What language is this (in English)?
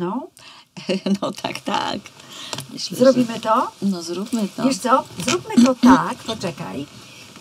Polish